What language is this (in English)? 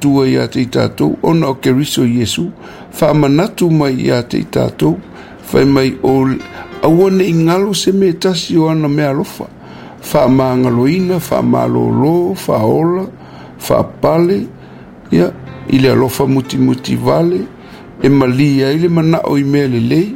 Samoan